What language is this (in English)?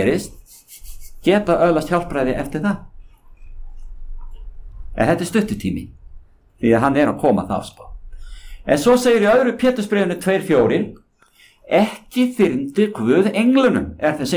Icelandic